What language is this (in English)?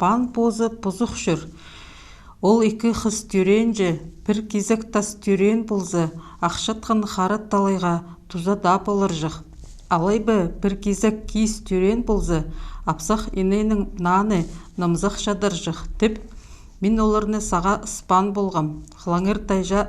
Khakas